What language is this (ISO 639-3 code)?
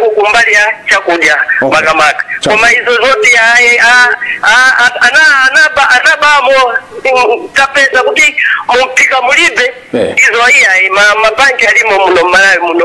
nya